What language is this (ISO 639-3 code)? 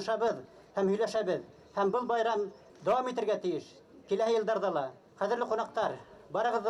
bak